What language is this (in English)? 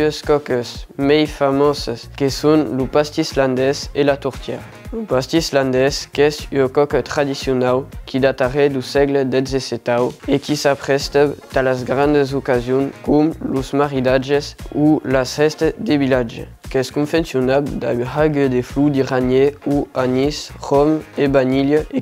Occitan